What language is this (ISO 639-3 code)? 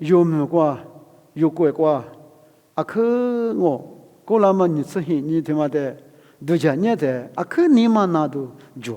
lis